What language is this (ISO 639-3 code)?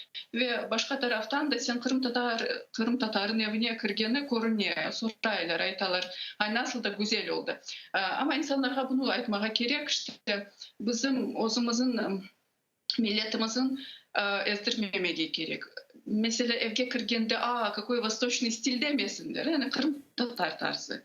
crh